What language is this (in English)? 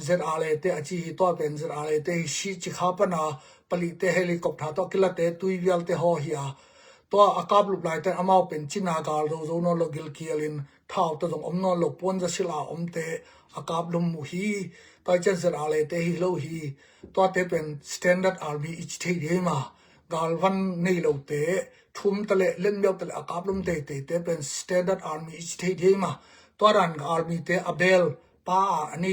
Tedim Chin